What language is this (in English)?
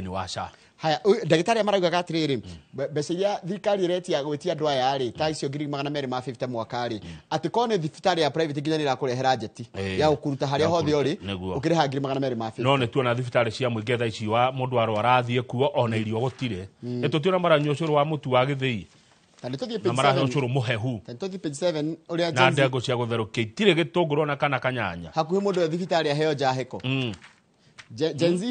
Kikuyu